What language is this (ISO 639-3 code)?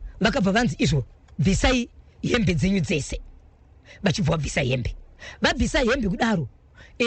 sna